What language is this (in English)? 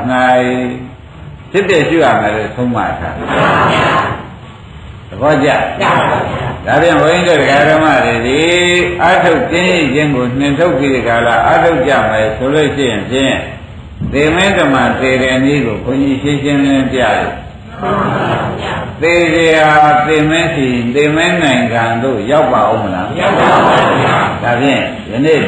Burmese